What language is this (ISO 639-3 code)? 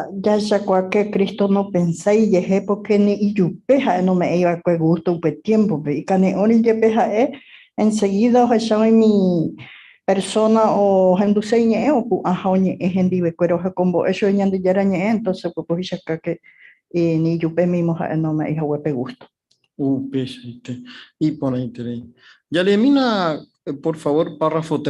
grn